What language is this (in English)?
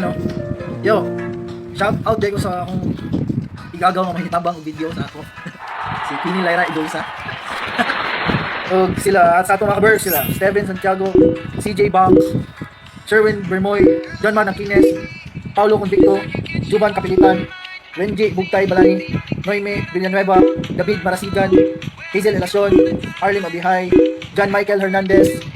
Cebuano